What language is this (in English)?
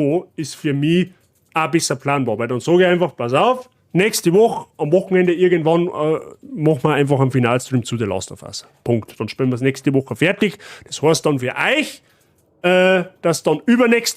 Bavarian